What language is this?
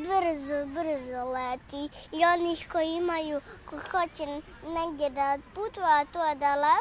Bosnian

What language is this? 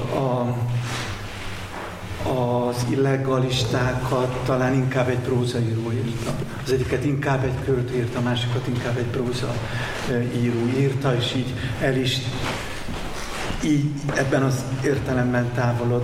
Hungarian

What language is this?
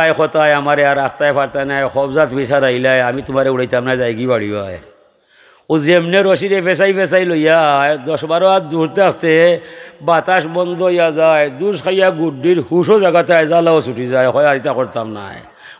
Sylheti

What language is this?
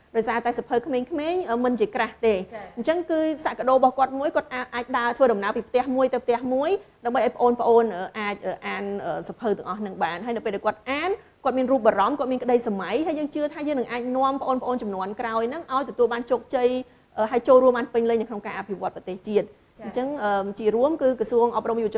Khmer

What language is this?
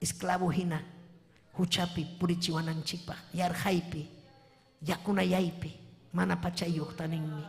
Ayacucho Quechua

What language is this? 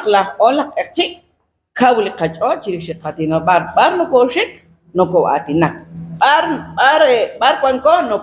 Kekchí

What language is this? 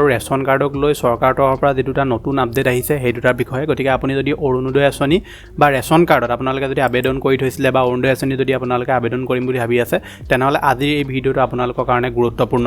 Assamese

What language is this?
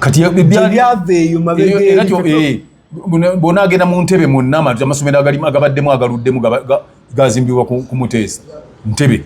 Ganda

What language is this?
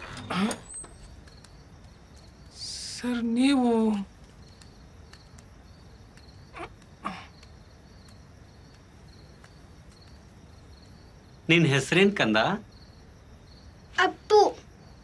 Kannada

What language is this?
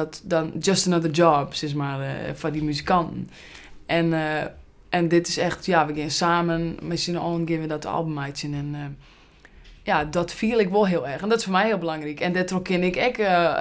Western Frisian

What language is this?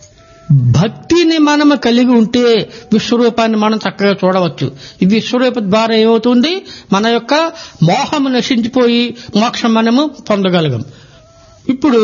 Telugu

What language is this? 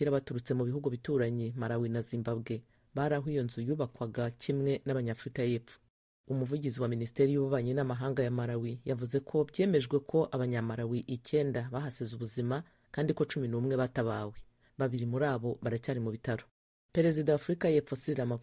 Kinyarwanda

